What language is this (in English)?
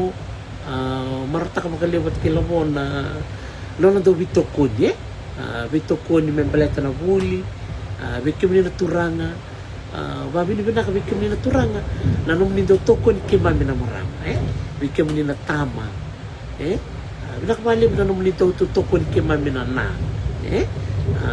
Fijian